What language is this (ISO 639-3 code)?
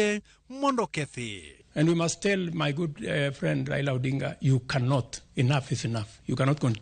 luo